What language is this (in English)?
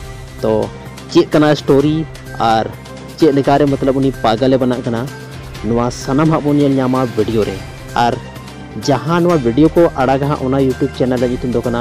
Santali